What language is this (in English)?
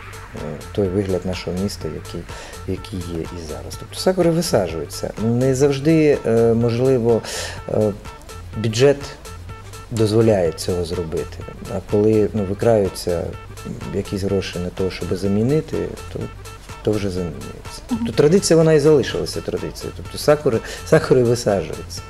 Ukrainian